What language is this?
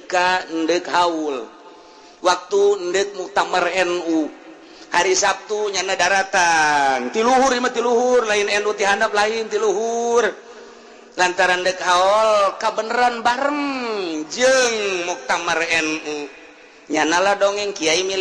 Sundanese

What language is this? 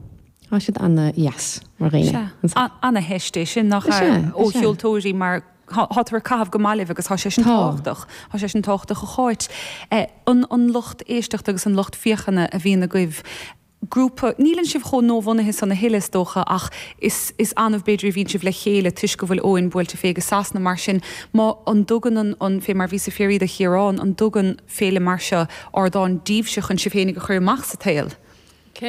Irish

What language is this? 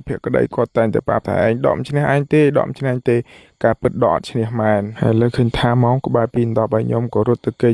Khmer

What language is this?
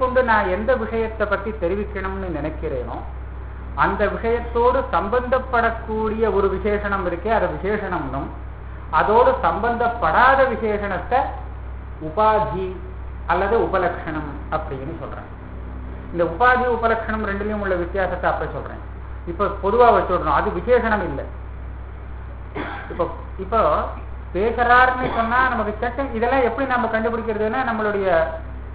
Tamil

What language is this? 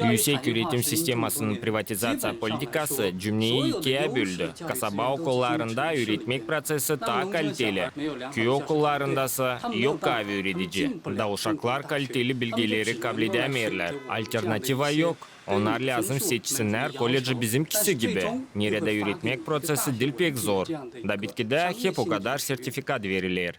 Gagauz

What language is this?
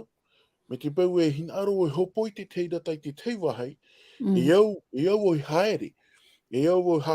Tahitian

